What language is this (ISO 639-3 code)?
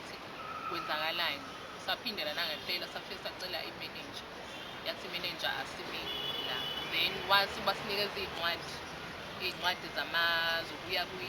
zul